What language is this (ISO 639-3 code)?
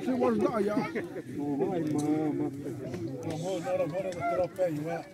xav